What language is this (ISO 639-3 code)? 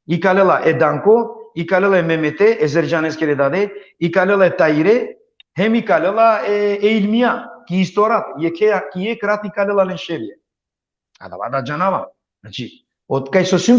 rmn